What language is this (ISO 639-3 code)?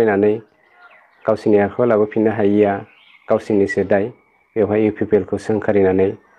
brx